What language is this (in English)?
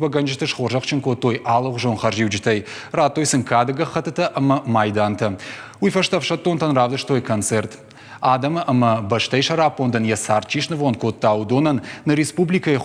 Ossetic